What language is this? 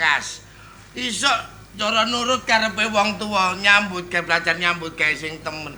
Javanese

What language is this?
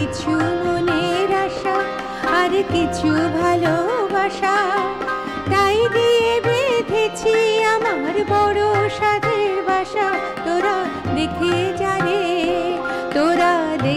Bangla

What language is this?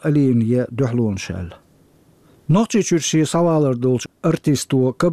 Chechen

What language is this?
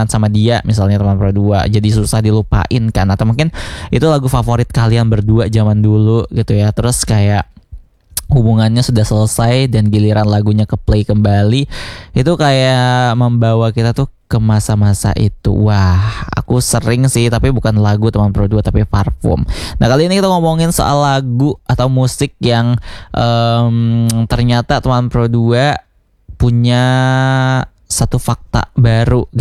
Indonesian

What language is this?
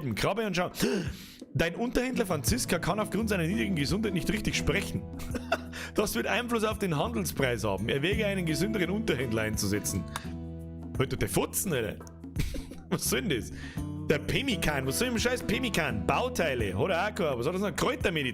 Bavarian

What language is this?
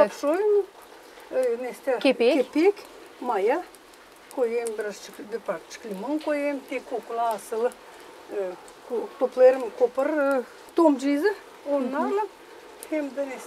Gagauz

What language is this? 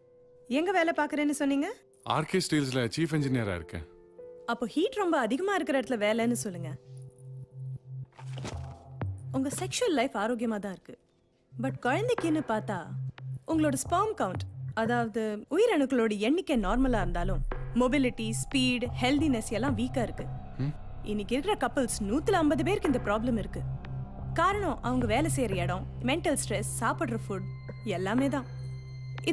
Tamil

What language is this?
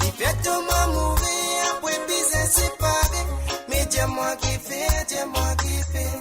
Morisyen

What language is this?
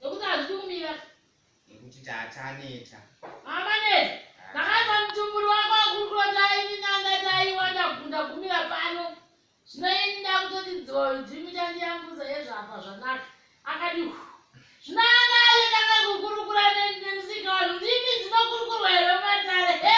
Shona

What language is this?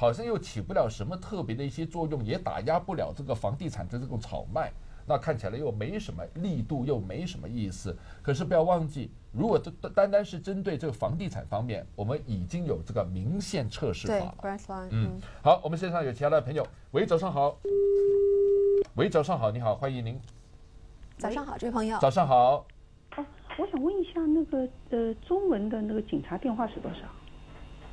Chinese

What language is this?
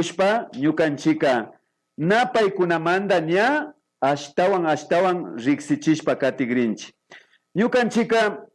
Imbabura Highland Quichua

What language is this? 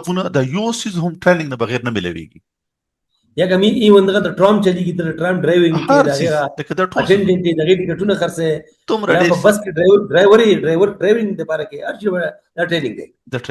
Pashto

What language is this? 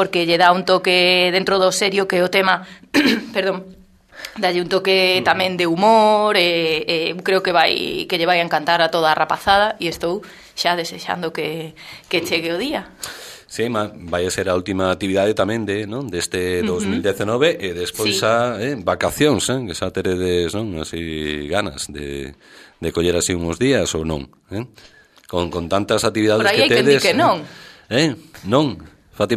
Galician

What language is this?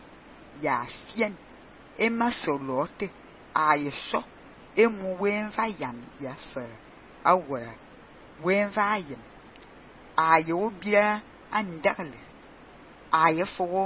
Fang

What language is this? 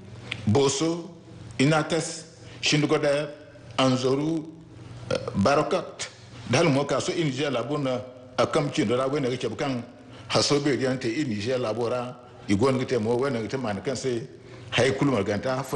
Zarma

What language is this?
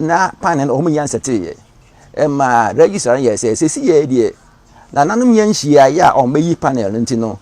Akan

